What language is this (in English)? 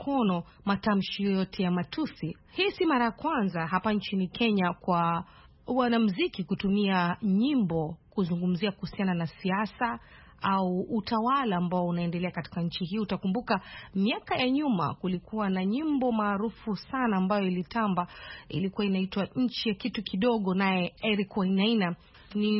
Swahili